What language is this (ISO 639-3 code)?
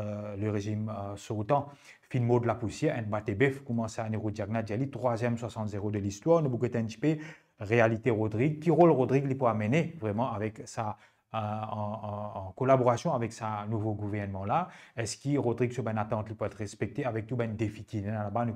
mfe